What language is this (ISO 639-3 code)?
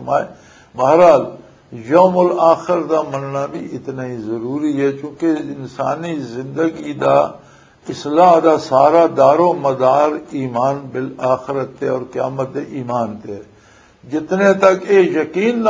lah